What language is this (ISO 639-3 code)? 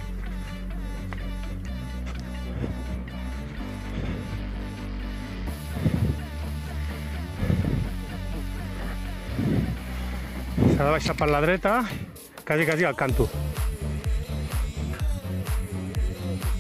cat